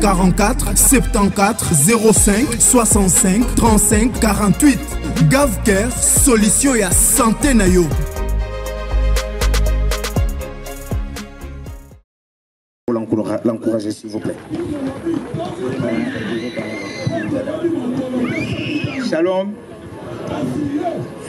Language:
Lingala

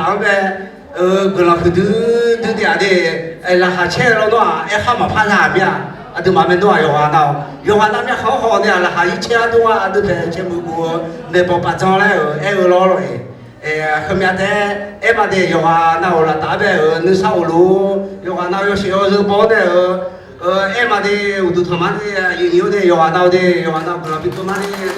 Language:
Akha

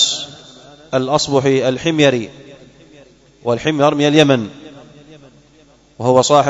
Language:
Arabic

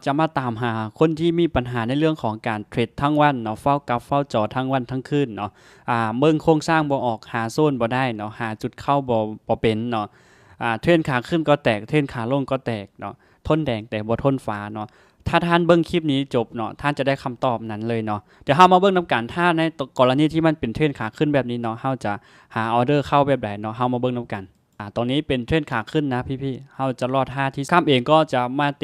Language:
Lao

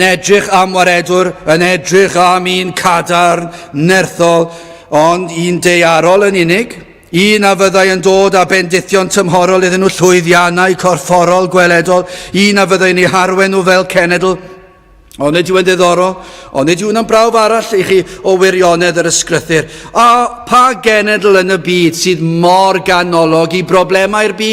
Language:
Welsh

